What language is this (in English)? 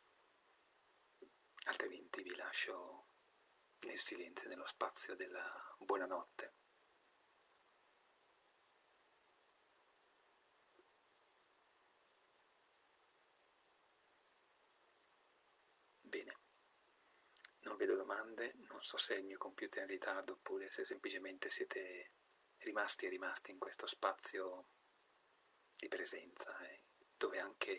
Italian